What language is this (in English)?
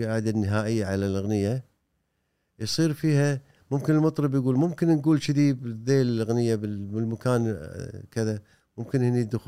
Gulf Arabic